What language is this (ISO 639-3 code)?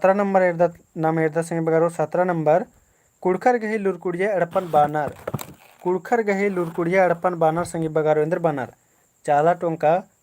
kru